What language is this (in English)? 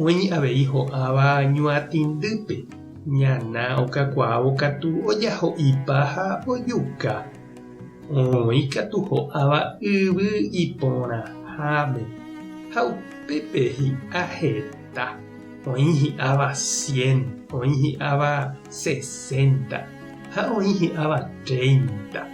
Guarani